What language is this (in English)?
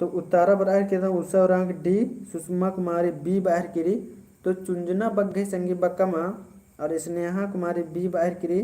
Kurukh